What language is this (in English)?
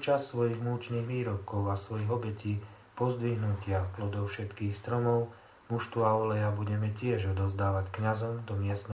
Slovak